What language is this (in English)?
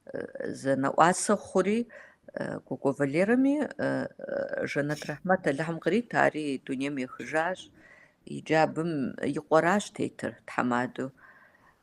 Kabardian